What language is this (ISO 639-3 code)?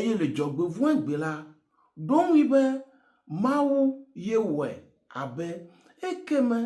ewe